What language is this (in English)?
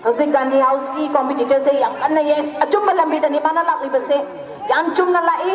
Manipuri